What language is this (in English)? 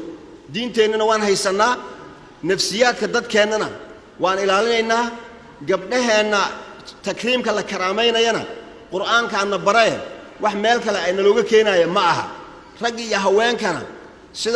Somali